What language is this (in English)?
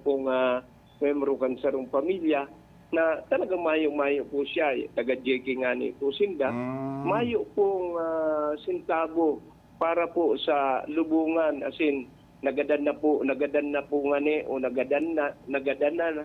Bikol